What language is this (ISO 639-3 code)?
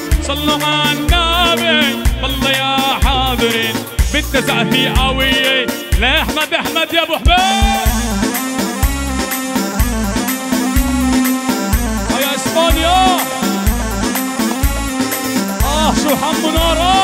ajp